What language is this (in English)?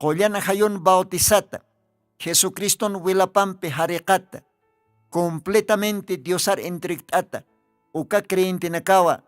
Aymara